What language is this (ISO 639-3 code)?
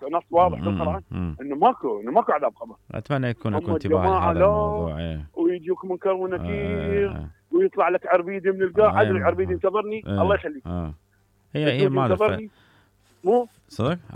acm